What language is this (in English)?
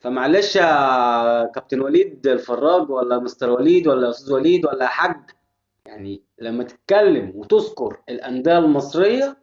Egyptian Arabic